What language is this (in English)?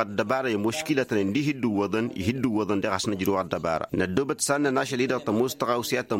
Tamasheq